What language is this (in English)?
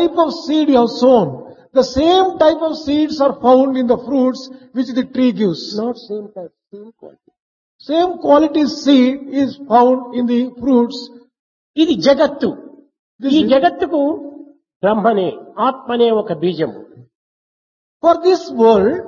Telugu